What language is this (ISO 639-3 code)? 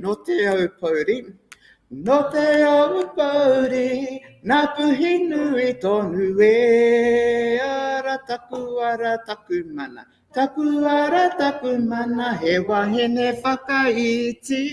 mri